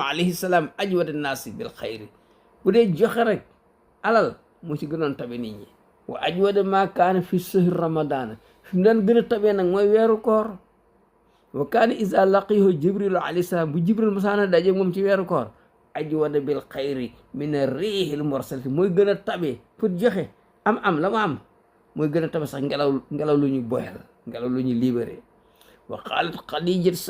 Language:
Wolof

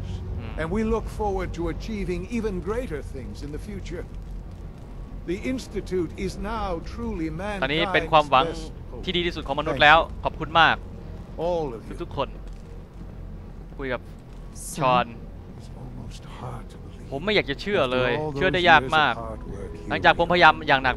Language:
Thai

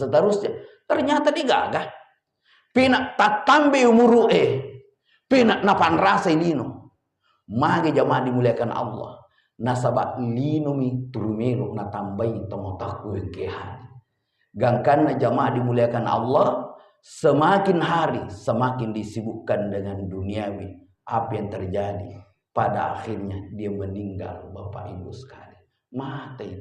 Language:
Buginese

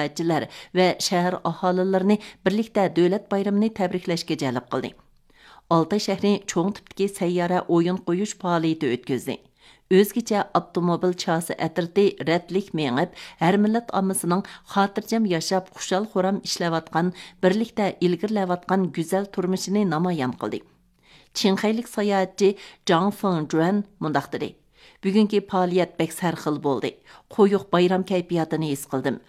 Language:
Uyghur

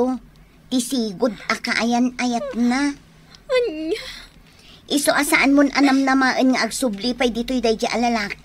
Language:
Iloko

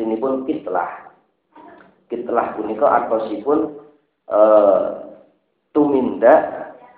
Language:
Javanese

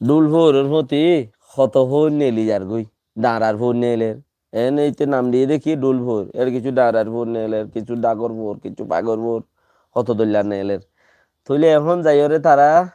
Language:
Rohingya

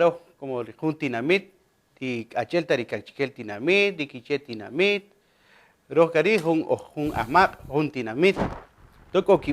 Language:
Kaqchikel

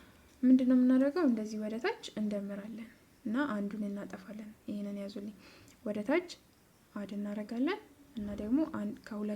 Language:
Amharic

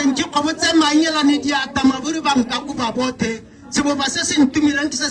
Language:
Tswana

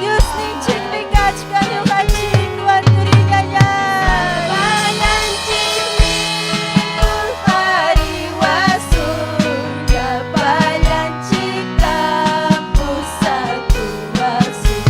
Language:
Ayacucho Quechua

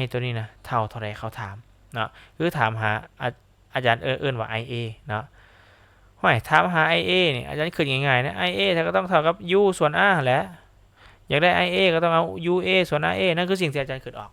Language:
Lao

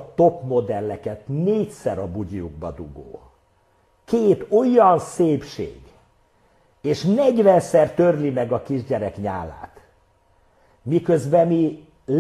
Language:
Hungarian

